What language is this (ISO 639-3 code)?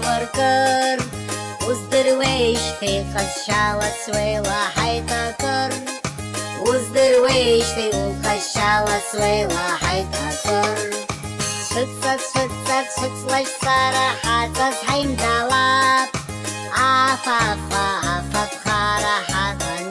abk